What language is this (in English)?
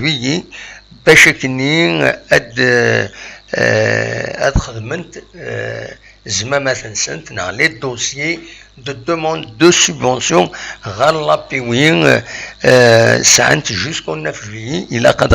Kabyle